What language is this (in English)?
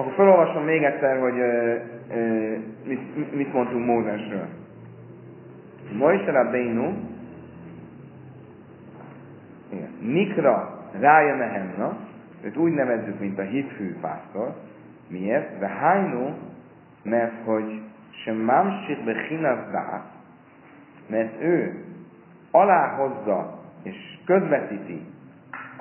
Hungarian